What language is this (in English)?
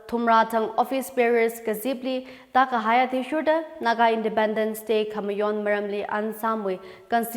Tangkhul Naga (India)